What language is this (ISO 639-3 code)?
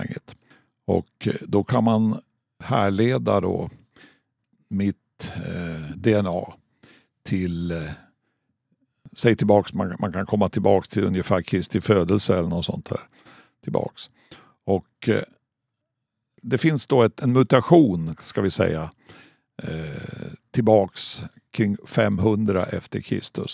swe